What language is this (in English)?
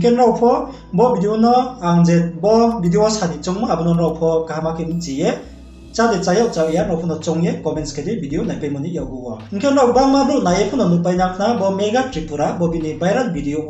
Riang (India)